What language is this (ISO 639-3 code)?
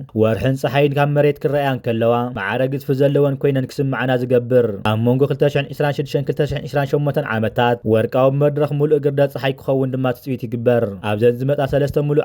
tir